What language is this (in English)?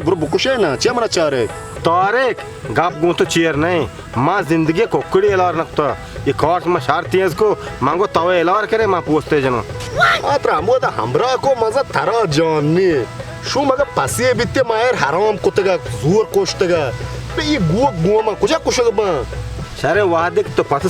Baluchi